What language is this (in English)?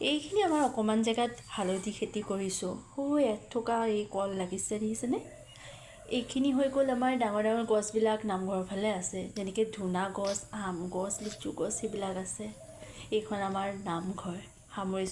Assamese